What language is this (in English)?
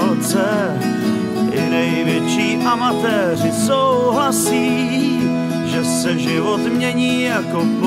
Czech